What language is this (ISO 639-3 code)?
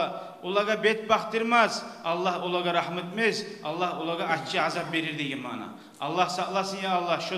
kum